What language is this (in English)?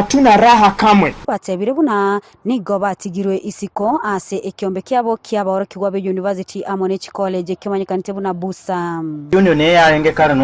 Gusii